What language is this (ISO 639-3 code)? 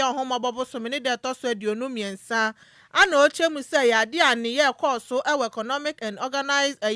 aka